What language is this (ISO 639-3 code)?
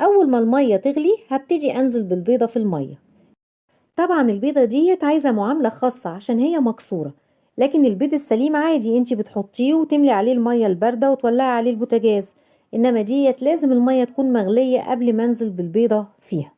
arz